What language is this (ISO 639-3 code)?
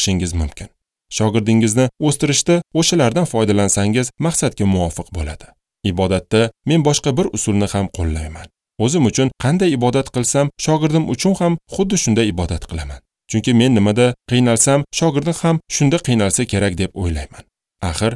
uzb